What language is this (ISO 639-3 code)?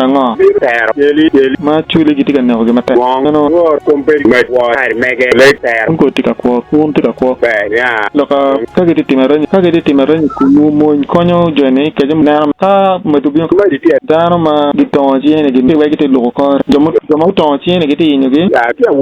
ach